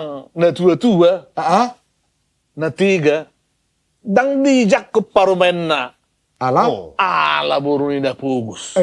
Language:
Batak Toba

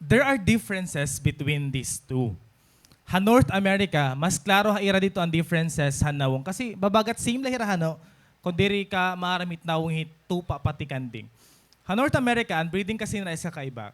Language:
Waray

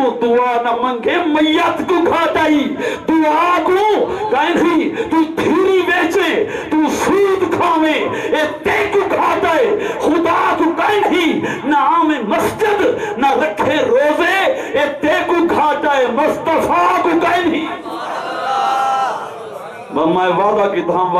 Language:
Urdu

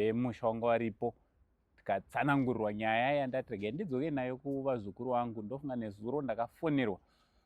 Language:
Shona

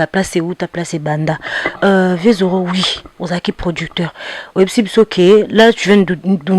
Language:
Lingala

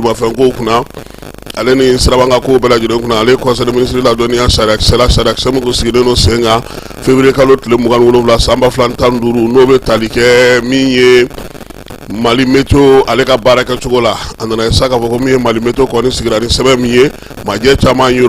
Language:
Bambara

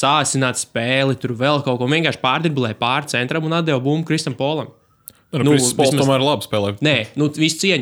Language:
Latvian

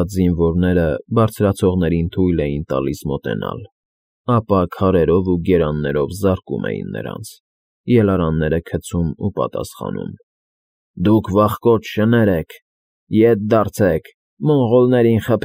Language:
Armenian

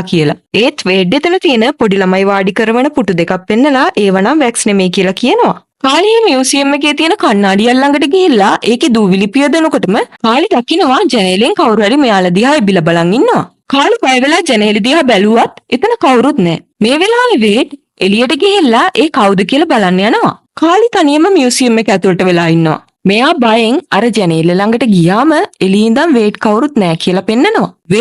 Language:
Sinhala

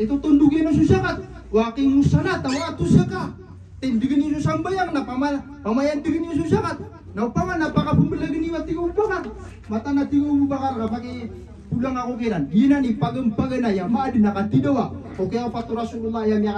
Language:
Maranao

